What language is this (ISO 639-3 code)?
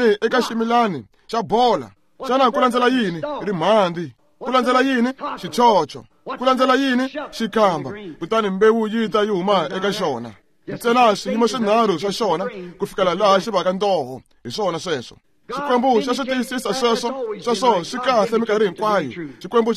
tso